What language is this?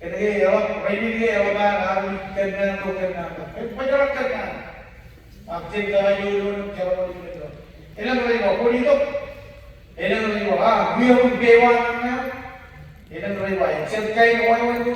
Marshallese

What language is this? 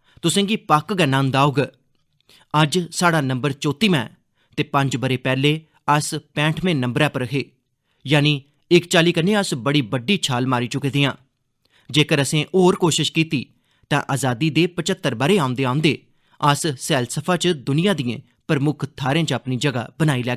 Dogri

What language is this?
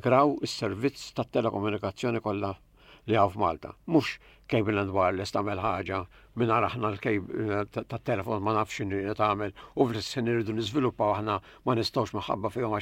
Maltese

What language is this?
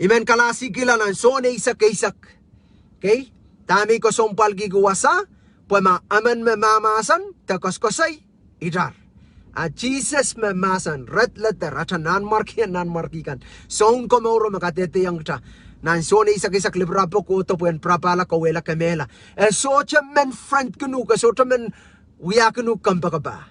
Pohnpeian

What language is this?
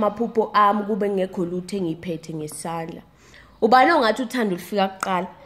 Zulu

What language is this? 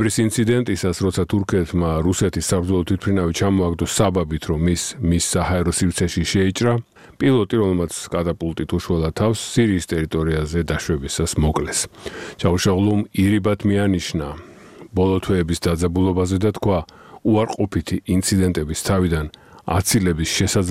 Georgian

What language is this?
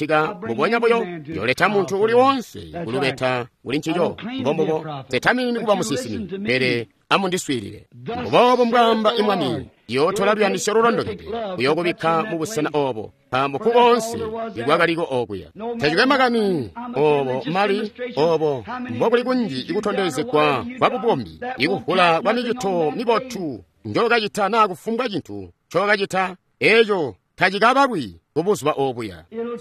Tonga (Zambia)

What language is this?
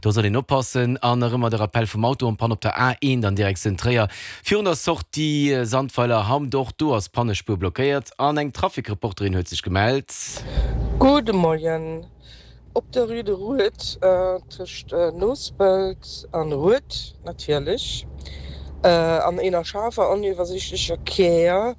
Luxembourgish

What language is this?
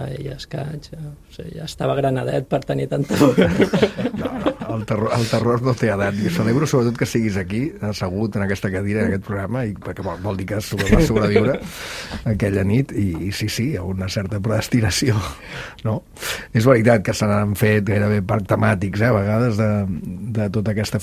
Catalan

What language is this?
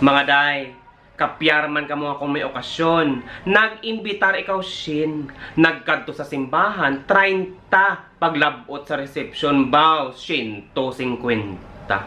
Hiligaynon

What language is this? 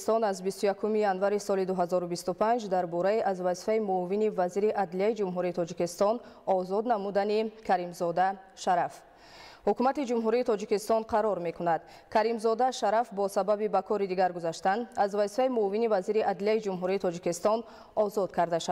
Tajik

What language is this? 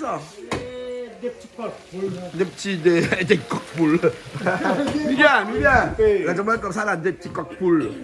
Réunion Creole French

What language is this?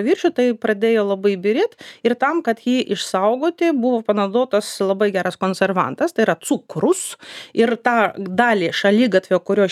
Lithuanian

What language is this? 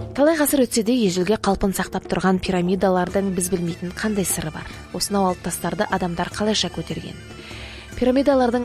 Kazakh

